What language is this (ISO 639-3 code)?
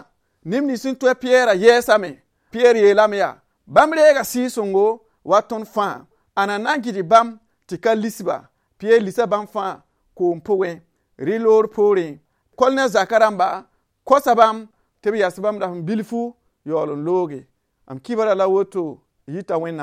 mos